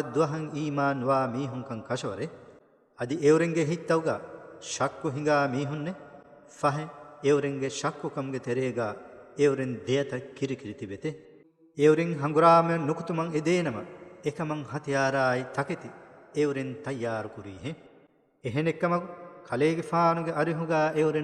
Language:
Divehi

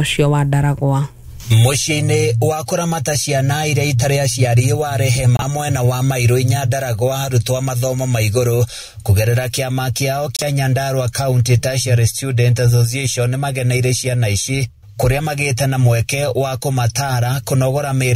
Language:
Kikuyu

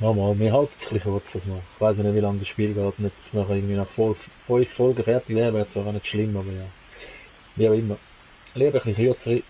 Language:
Swiss German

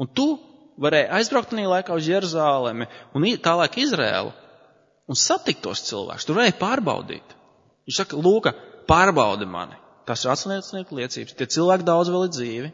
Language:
Latvian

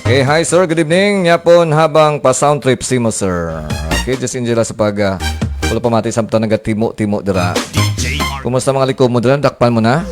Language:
Hiligaynon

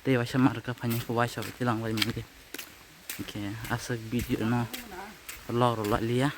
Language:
Kok Borok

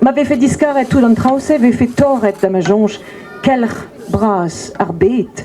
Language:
Breton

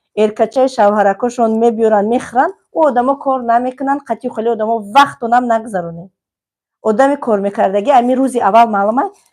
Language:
Tajik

